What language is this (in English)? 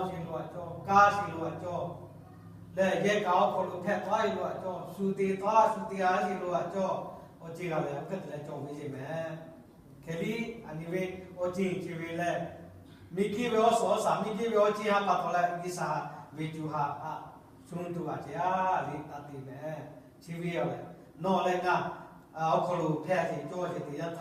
Lahu